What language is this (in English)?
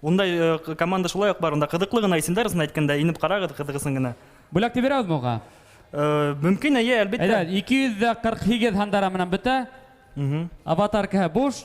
Bashkir